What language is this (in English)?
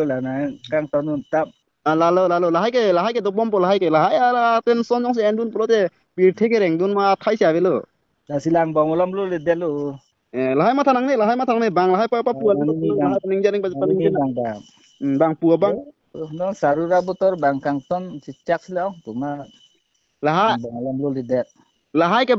Karbi